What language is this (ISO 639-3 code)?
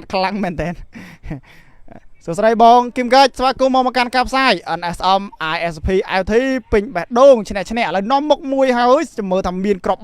khm